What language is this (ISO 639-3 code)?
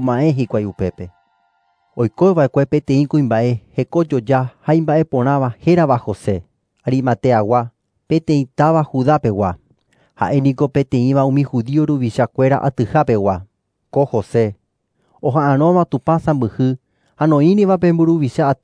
grn